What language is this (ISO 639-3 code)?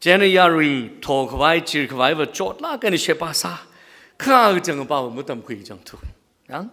nmf